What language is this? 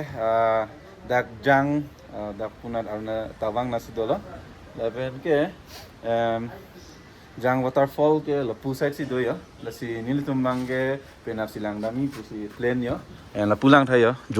Karbi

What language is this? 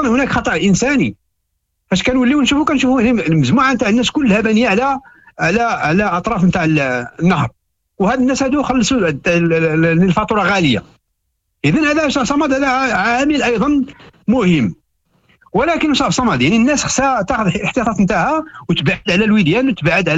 Moroccan Arabic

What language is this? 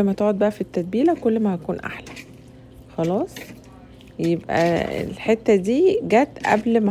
Egyptian Arabic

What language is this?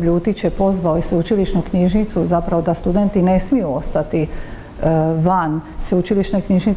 Croatian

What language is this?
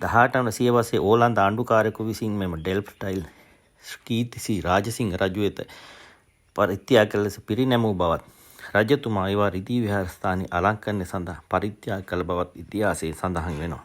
Sinhala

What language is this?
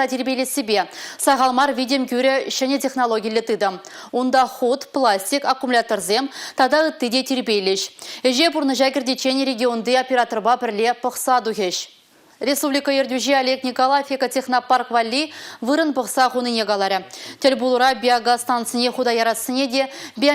Chuvash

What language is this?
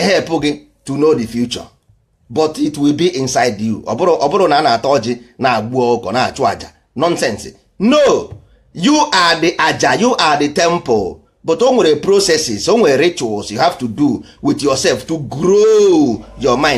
Igbo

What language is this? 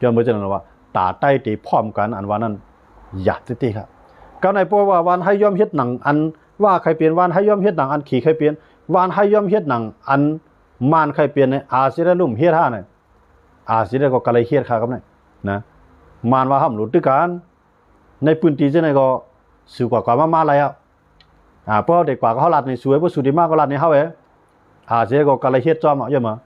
Shan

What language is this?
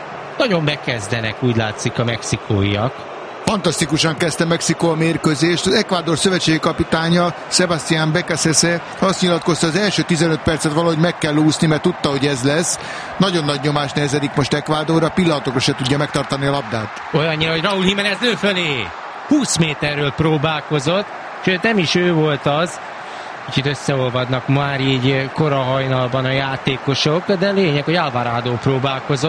Hungarian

